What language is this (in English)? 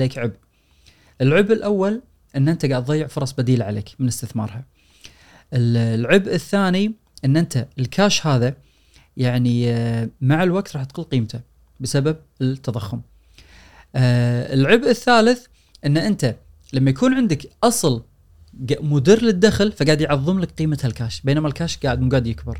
Gulf Arabic